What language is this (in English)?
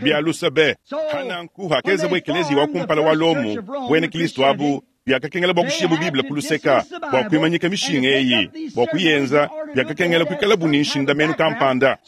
Luba-Lulua